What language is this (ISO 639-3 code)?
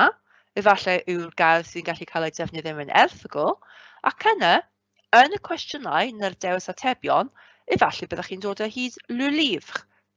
cym